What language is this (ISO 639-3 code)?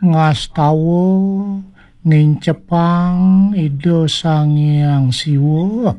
ban